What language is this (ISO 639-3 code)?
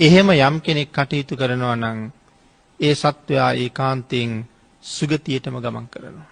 sin